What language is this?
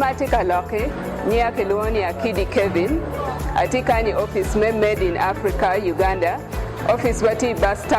Acoli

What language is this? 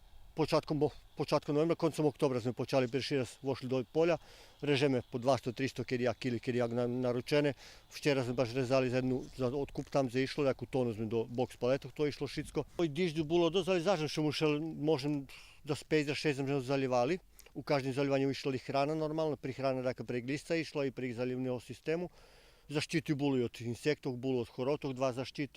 Rusyn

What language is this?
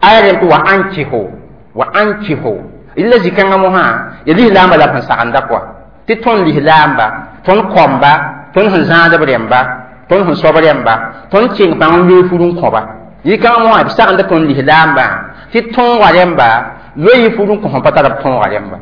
Mossi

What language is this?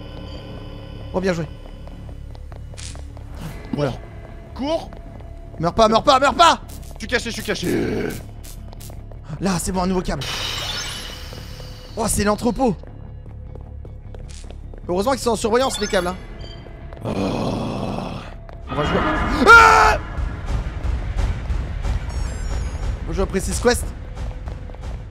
French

